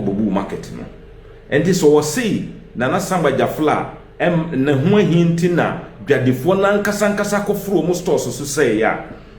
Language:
Akan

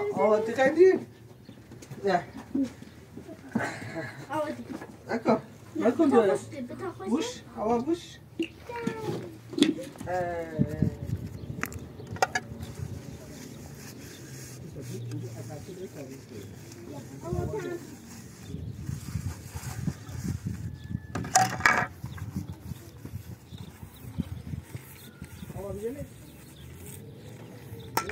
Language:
Persian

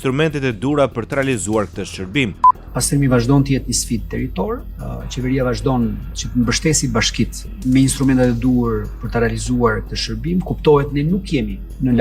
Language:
Albanian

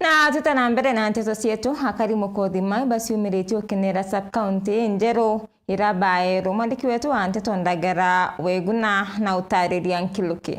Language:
Meru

